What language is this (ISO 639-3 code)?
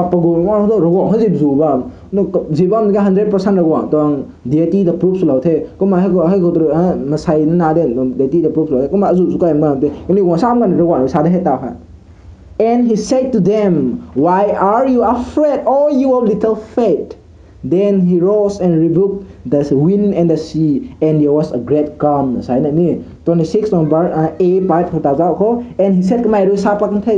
nbu